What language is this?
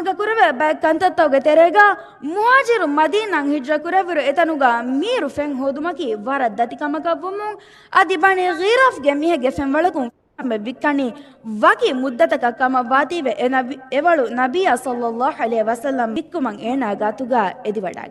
Divehi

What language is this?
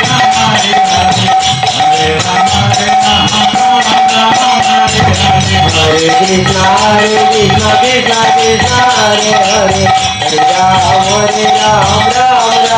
Odia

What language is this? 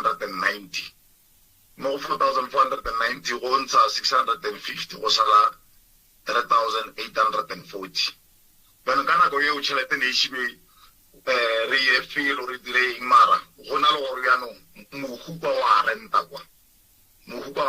Northern Sotho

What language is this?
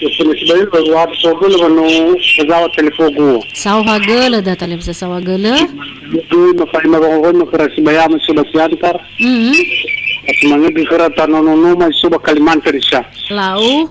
Nias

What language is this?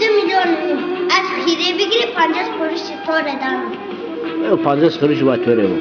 Zaza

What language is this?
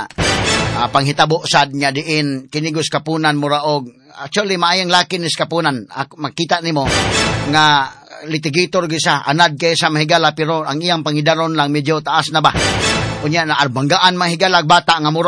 Cebuano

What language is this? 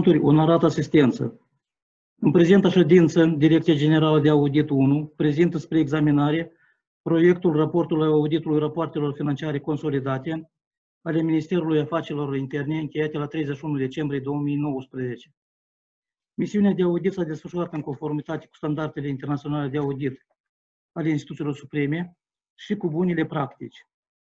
Romanian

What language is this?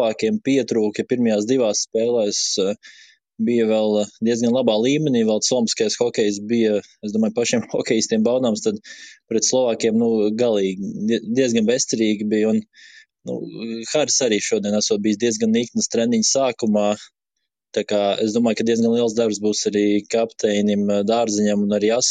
Latvian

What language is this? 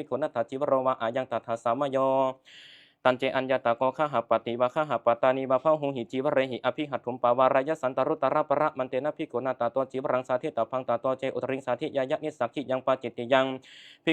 Pali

